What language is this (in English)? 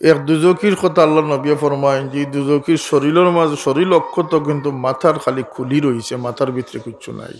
Sylheti